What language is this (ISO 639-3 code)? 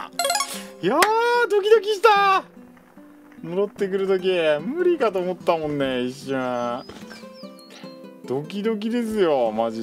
jpn